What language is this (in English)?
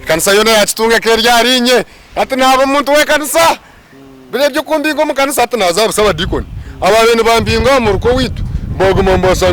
Nyankole